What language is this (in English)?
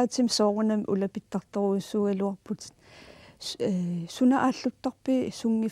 Kalaallisut